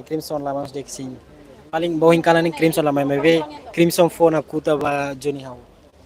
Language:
Tetum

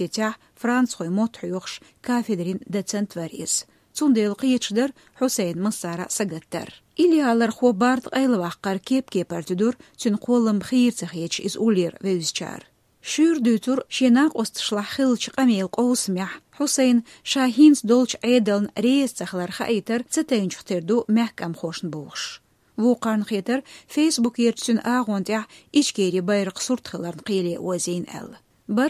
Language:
Chechen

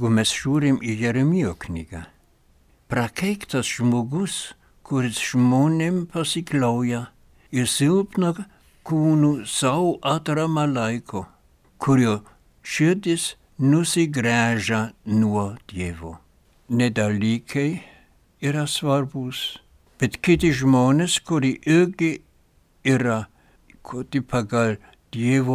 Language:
Lithuanian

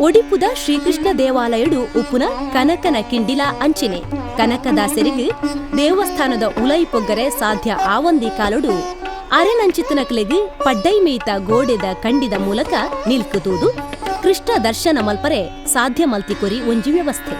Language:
Tulu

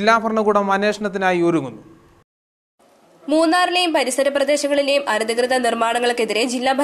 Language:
Malayalam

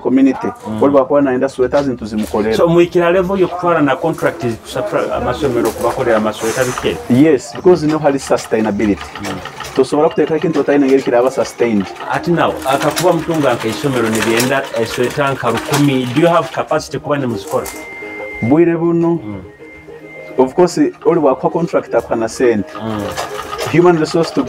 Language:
Nyoro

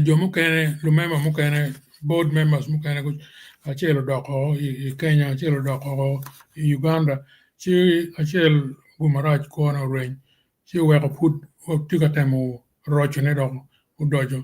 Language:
Acoli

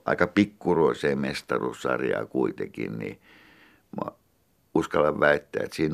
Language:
Finnish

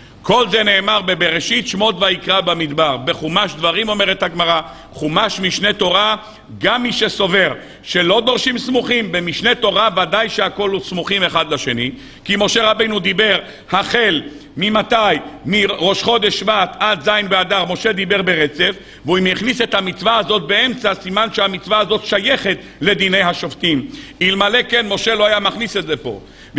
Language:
Hebrew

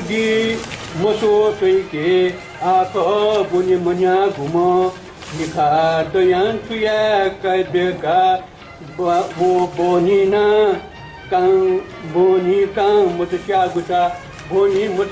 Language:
Newari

